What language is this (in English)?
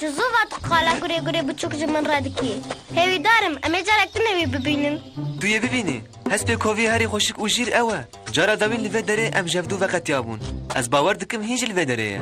Kurdish